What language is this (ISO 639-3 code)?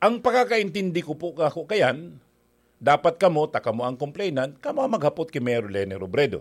bik